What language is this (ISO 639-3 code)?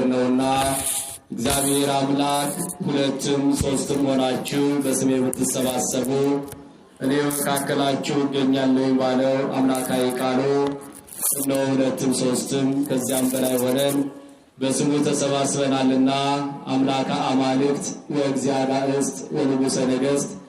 amh